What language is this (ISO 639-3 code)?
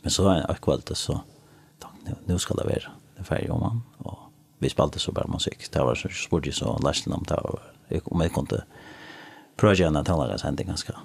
fao